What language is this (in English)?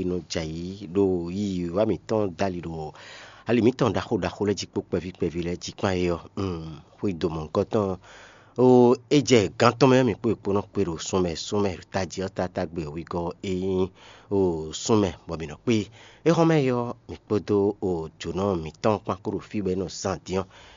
Fon